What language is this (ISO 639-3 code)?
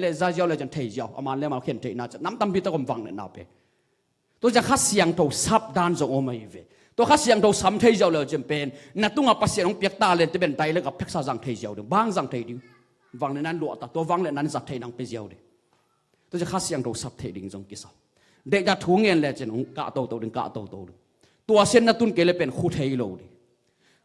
ctd